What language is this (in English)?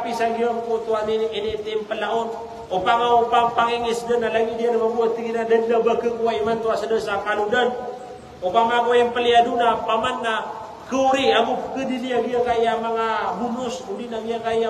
Maranao